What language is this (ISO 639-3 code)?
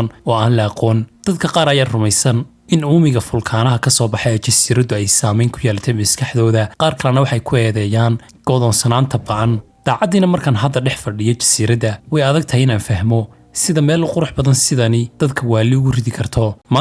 som